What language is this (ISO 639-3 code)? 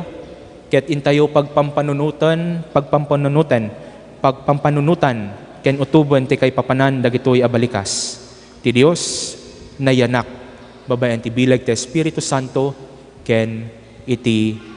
ilo